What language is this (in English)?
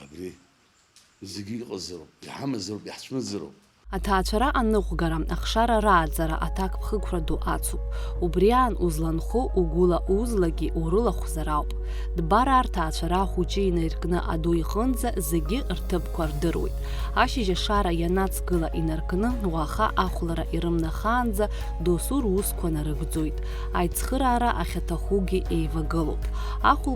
Abkhazian